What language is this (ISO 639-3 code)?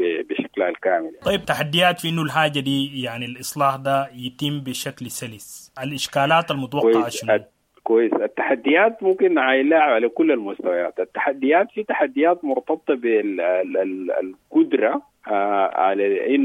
apd